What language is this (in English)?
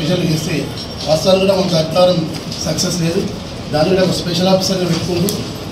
Telugu